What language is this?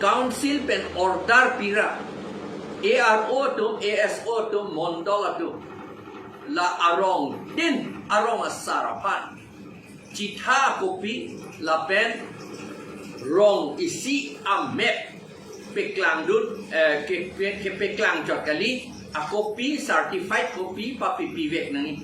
Karbi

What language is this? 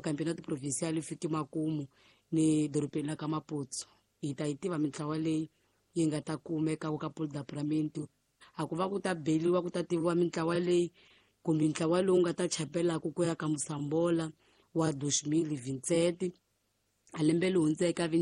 Tsonga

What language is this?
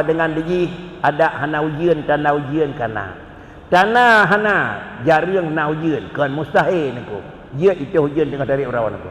Achinese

